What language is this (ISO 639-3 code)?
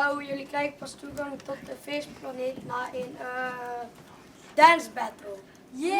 lim